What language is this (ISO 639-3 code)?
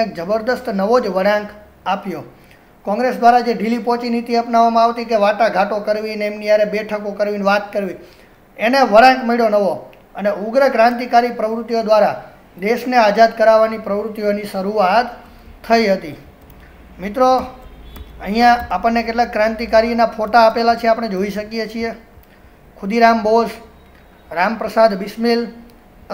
guj